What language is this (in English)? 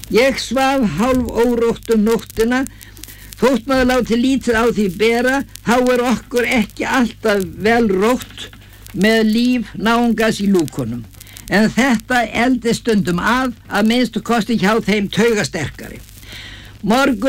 Icelandic